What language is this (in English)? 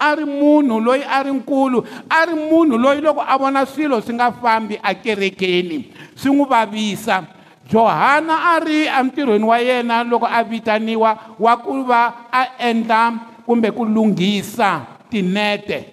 Tsonga